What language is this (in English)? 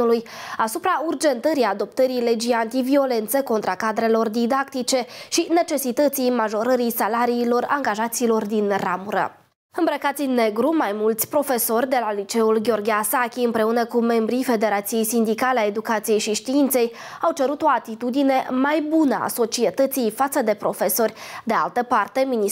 Romanian